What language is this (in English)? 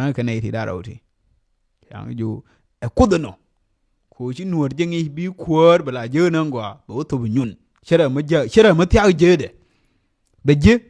Nuer